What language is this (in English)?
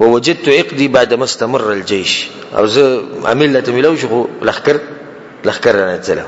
Pashto